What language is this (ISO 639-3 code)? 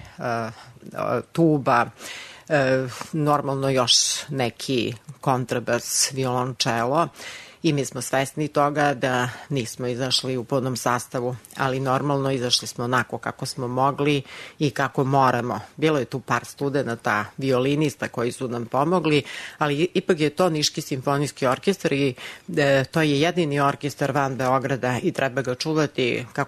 srp